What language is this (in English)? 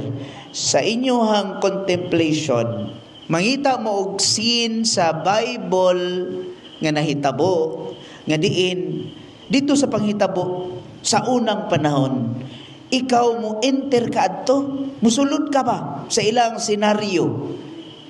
Cebuano